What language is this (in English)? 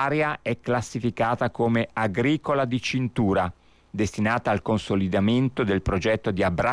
Italian